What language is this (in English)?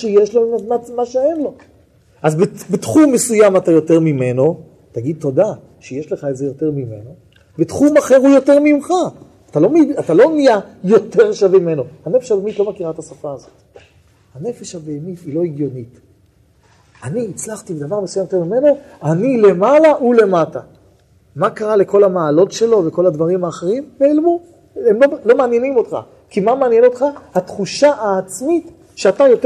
Hebrew